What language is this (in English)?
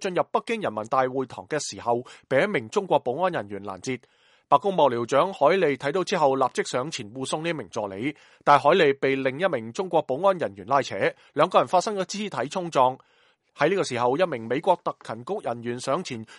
Cantonese